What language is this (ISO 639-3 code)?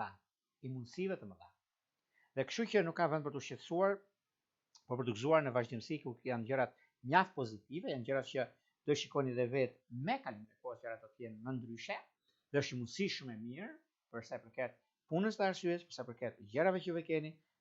sqi